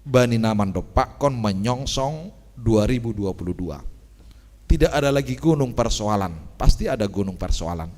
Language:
Batak Simalungun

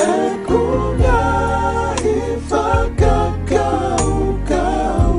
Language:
Tongan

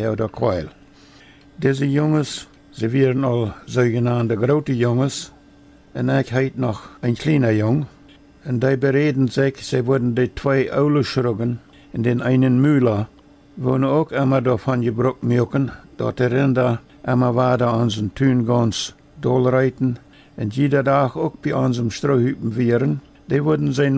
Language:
Plautdietsch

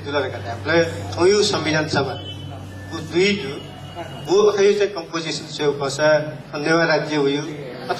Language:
Newari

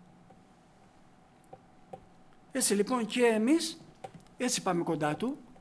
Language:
Greek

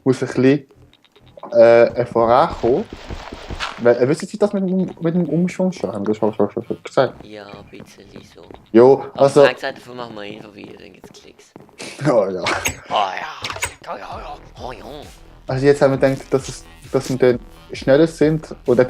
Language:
Swiss German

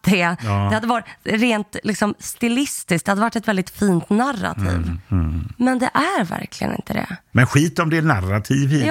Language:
Swedish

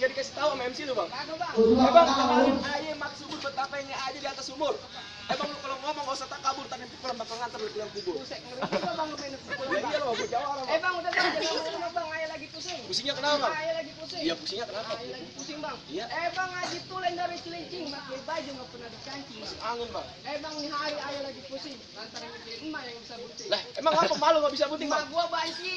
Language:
Betawi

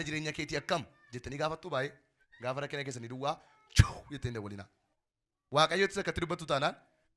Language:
Oromo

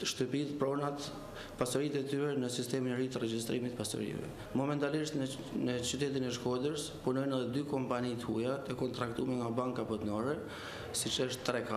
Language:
Albanian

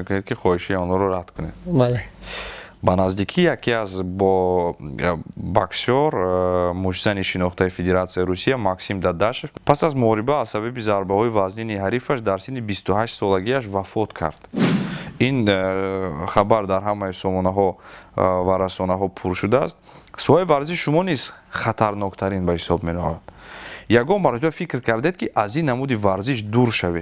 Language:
Tajik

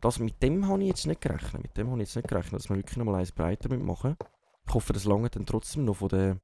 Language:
Swiss German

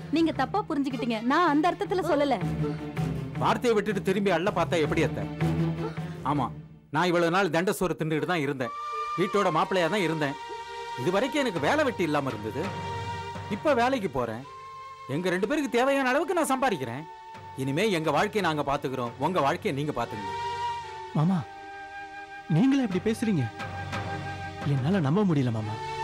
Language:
Tamil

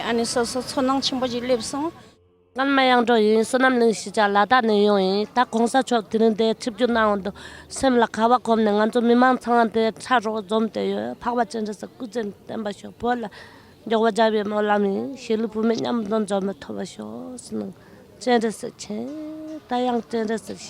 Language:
Tibetan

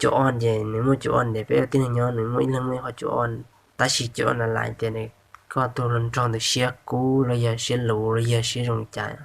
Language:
Hmong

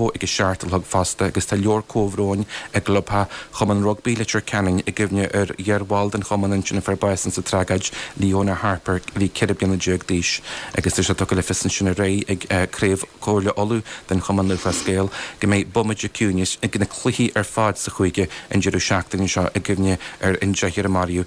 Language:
Irish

